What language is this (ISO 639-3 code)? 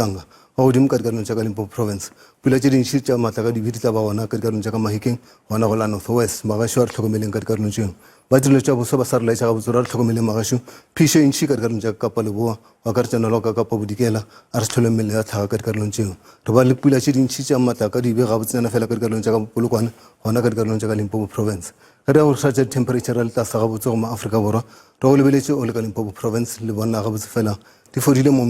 nso